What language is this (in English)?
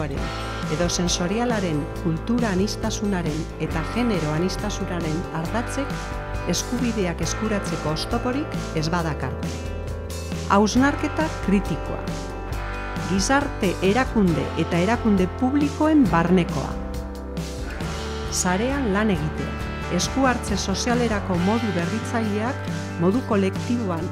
Basque